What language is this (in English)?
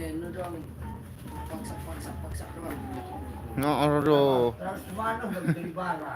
Sasak